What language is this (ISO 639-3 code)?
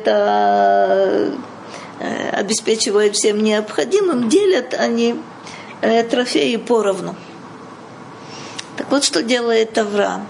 rus